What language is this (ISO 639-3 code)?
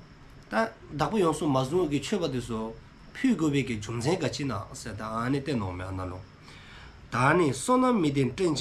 dzo